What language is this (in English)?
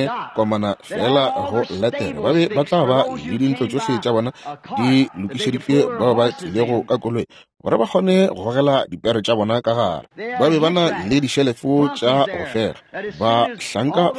Northern Sotho